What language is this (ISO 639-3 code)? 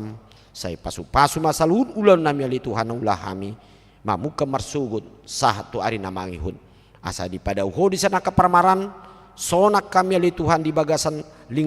bbc